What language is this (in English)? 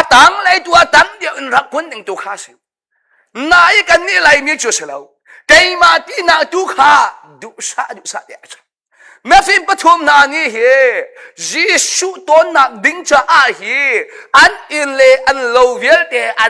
Hakha Chin